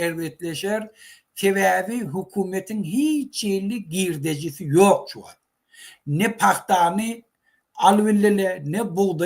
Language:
Turkmen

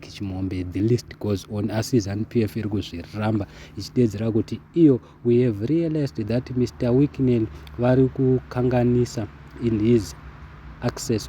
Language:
Shona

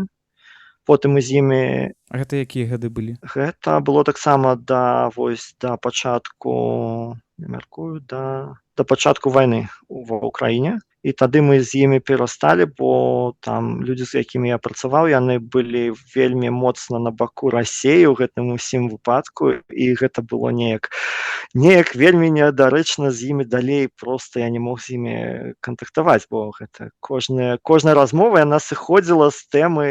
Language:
Belarusian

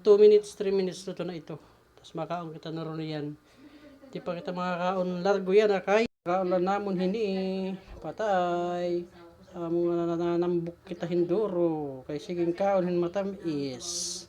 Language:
Waray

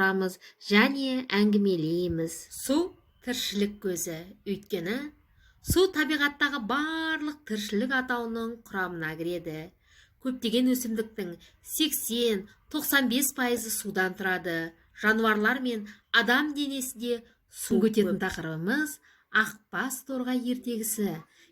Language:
Kazakh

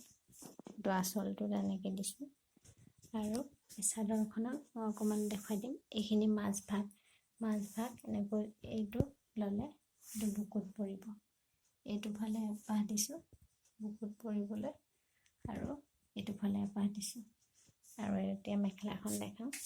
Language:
Assamese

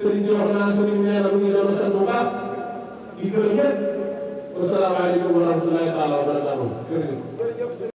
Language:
Wolof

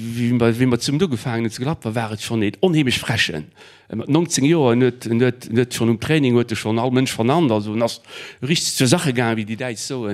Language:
Luxembourgish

